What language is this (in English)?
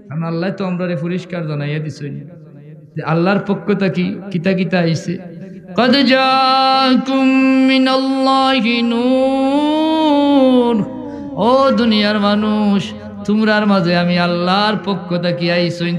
Sylheti